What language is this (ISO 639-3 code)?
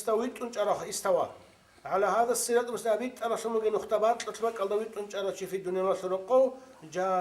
ava